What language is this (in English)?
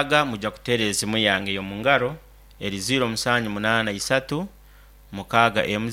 Nyankole